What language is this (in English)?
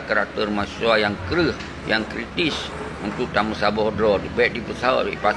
Achinese